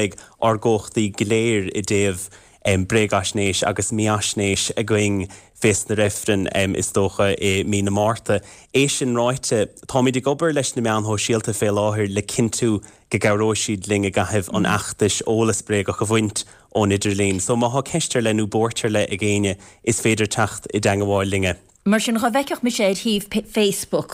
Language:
Irish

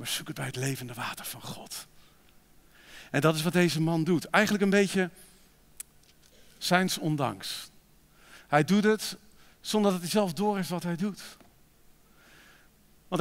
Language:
Dutch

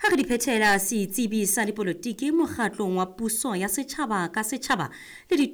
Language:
Southern Sotho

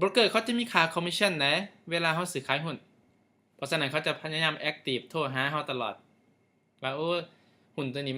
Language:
Lao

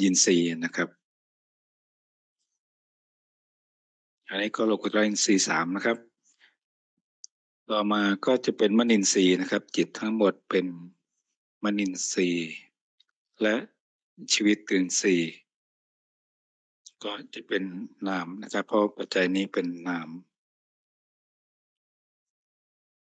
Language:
Thai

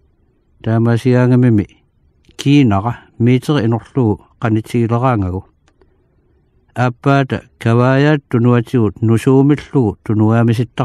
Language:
Kalaallisut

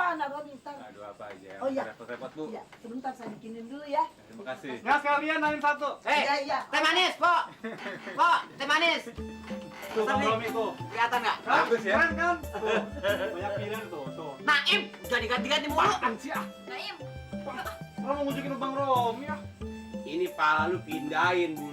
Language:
Betawi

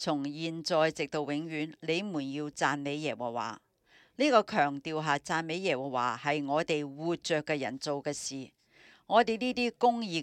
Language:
Cantonese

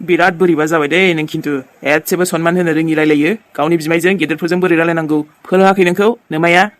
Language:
Bodo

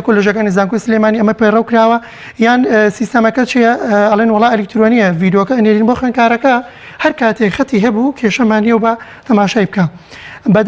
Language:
Central Kurdish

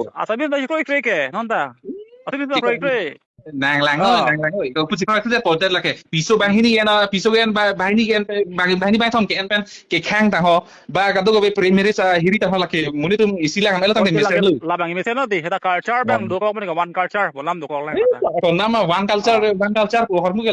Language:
Karbi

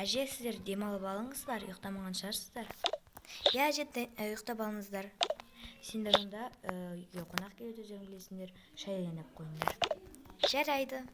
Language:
Kazakh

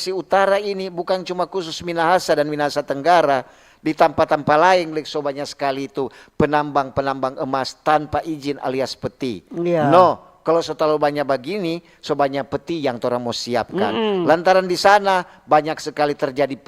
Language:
Manado Malay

